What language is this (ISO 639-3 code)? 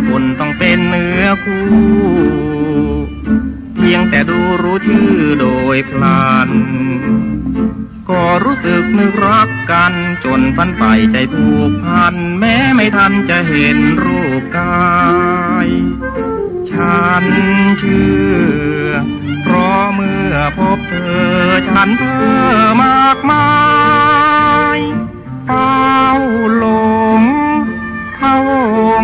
tha